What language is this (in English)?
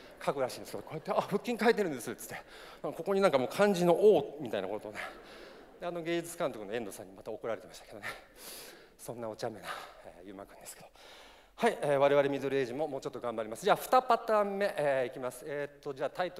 Japanese